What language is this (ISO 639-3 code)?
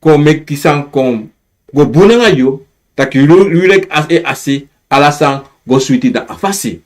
srn